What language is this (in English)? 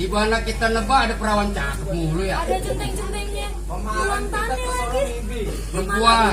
Betawi